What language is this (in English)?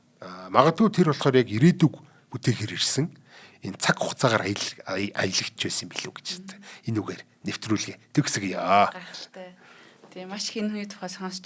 Mongolian